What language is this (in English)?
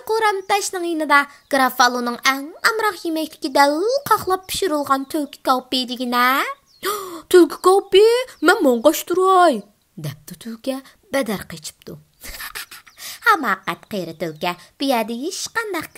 Uyghur